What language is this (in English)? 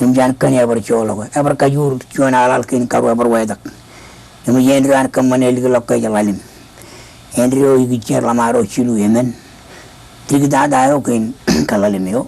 Marshallese